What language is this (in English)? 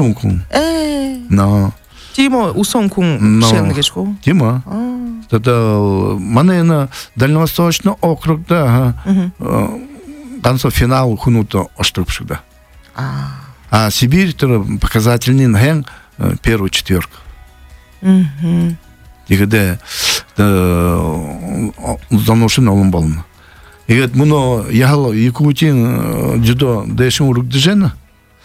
Buriat